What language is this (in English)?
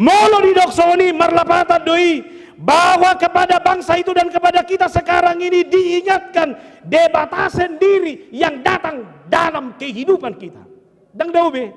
Batak Toba